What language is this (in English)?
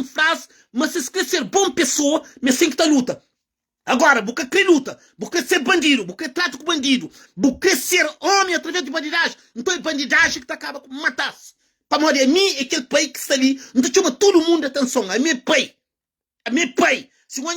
Kabuverdianu